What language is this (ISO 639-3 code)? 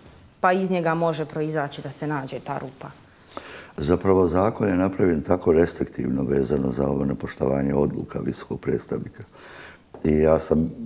bos